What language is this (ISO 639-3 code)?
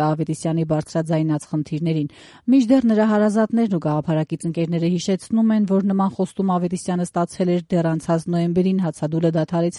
hye